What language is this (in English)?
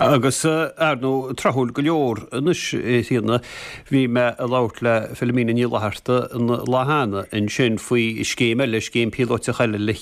Irish